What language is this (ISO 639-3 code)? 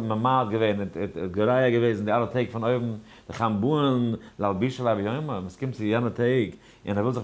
yid